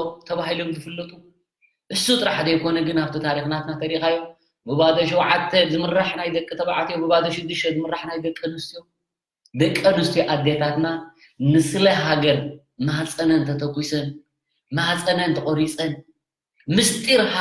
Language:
Tigrinya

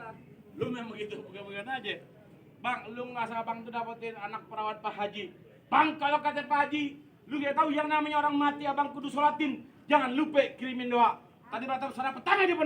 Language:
Betawi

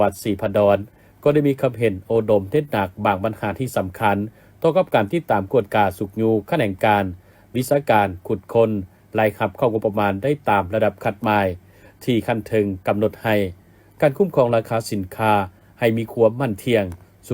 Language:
Lao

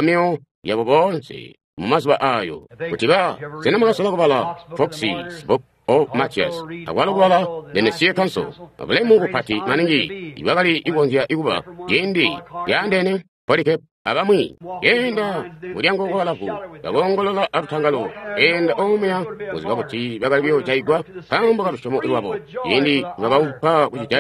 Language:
Tonga (Zambia)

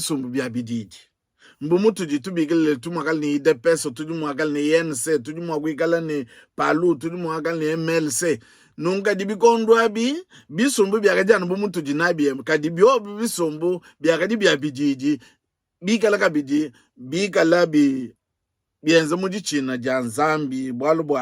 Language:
Luba-Lulua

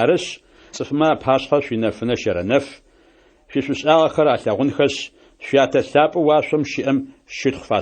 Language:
Adyghe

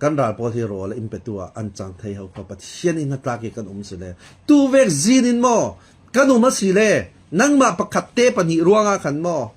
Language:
Falam Chin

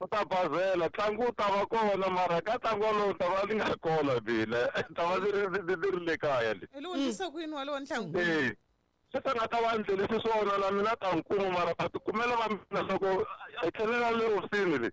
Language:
Tsonga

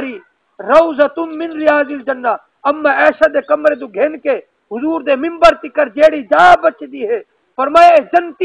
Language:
Saraiki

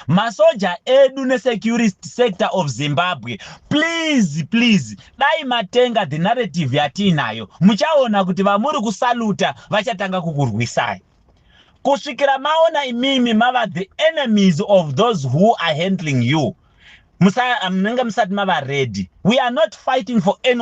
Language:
Shona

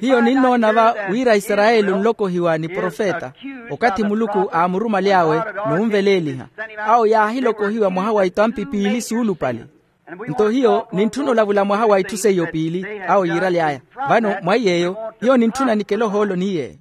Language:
Makhuwa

